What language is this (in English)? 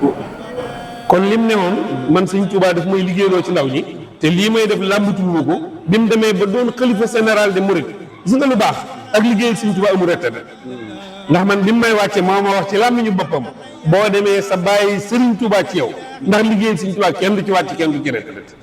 Wolof